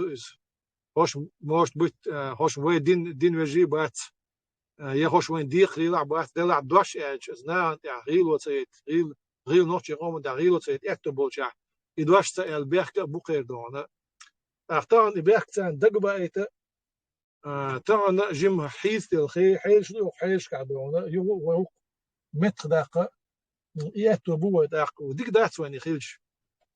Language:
Chechen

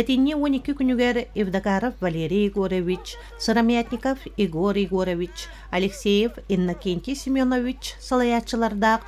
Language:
Yakut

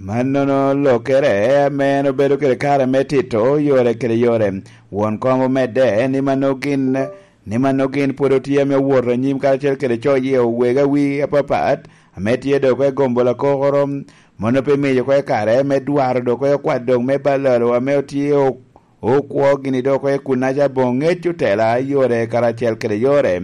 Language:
Lango (Uganda)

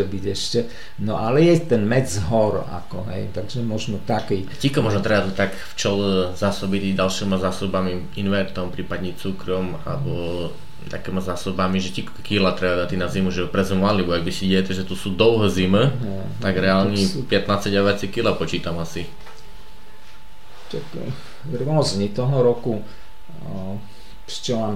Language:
Slovak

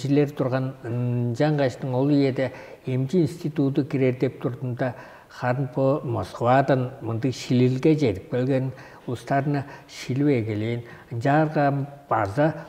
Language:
Tuvinian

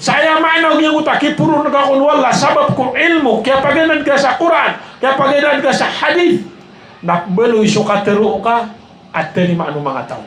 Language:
Maranao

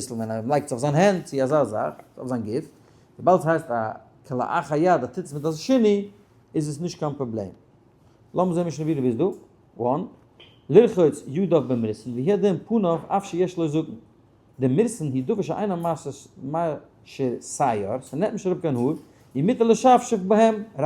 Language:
Yiddish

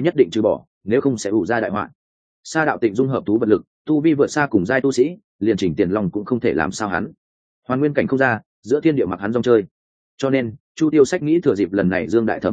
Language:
Vietnamese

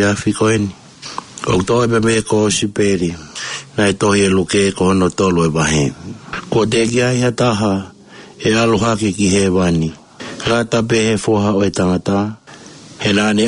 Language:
Tongan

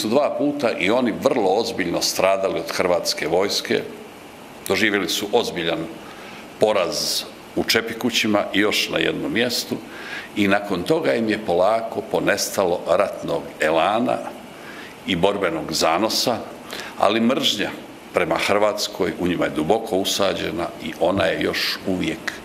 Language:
Croatian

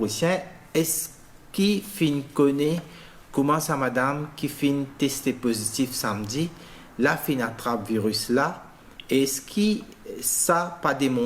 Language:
Morisyen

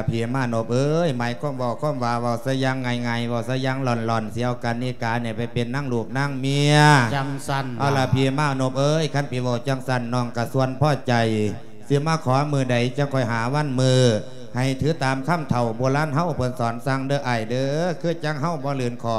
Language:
Lao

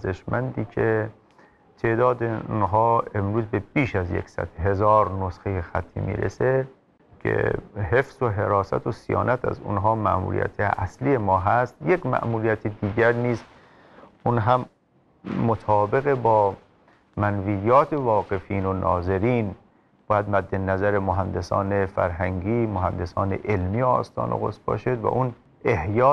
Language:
Persian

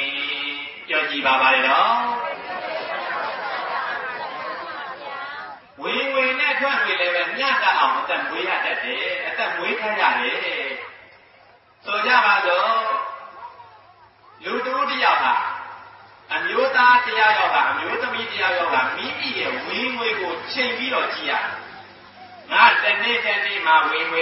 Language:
Burmese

